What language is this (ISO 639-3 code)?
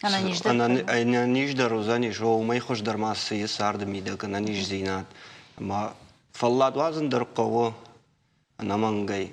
oss